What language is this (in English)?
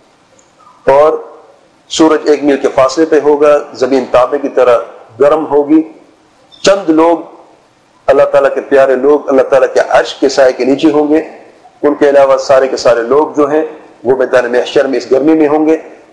Urdu